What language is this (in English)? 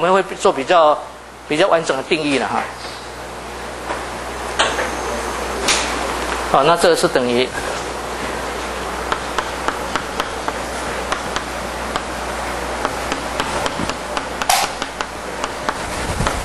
Chinese